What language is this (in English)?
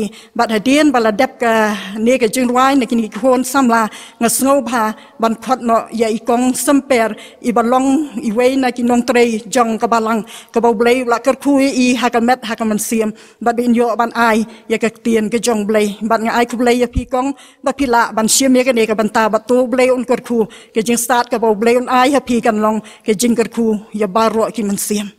Khasi